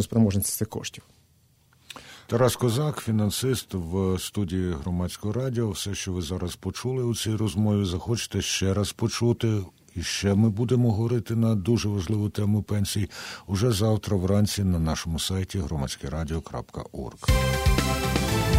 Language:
Ukrainian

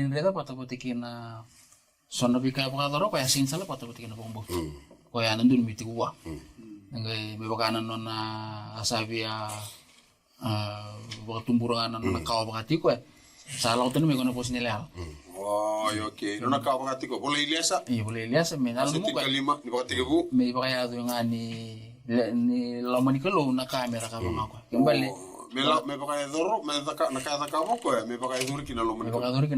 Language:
Fijian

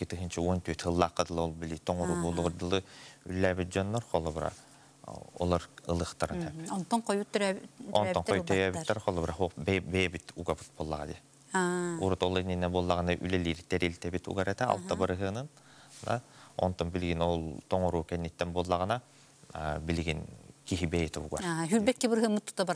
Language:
Yakut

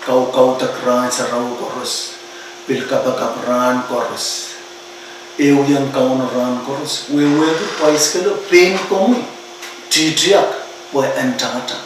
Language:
Pohnpeian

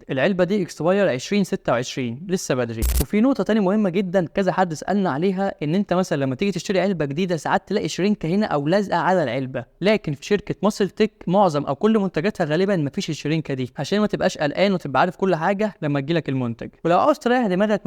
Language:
Egyptian Arabic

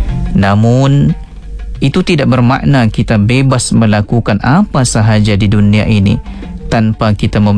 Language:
Malay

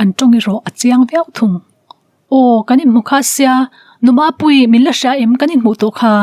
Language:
Mizo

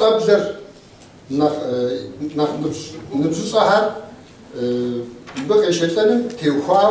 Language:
Kabardian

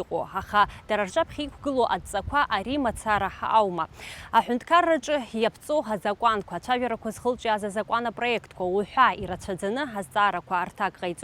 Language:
Abkhazian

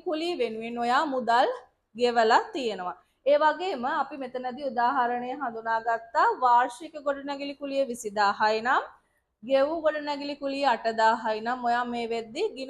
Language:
Sinhala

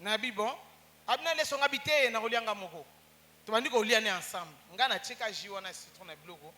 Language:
Lingala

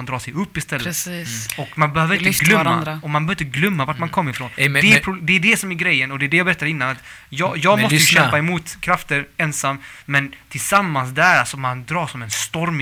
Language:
Swedish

